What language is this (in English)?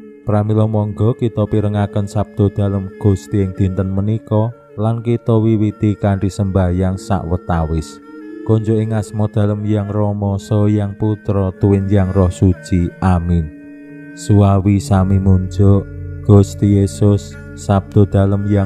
Javanese